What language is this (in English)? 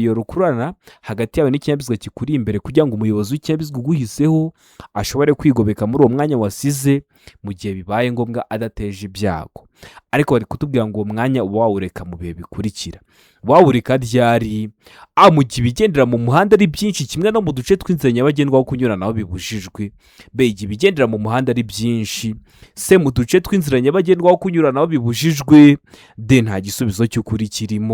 Kinyarwanda